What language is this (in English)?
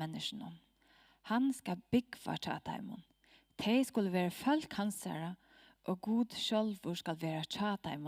Faroese